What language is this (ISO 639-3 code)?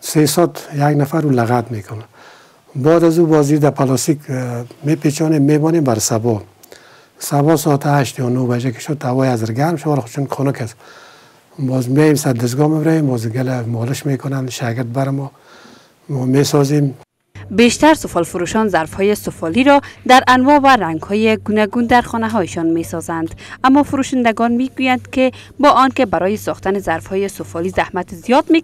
fas